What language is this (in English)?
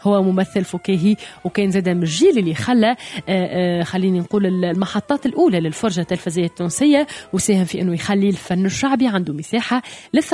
Tunisian Arabic